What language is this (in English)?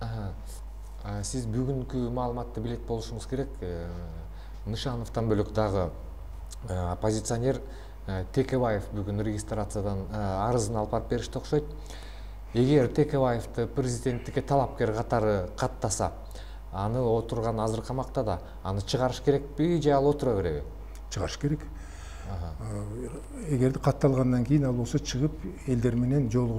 Kyrgyz